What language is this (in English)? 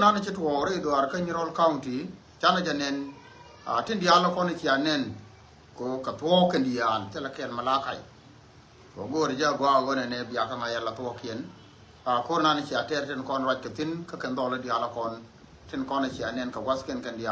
Nuer